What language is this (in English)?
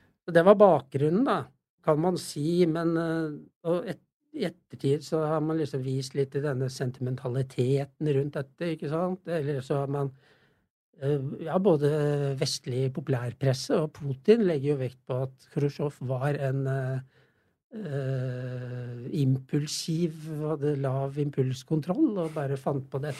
Norwegian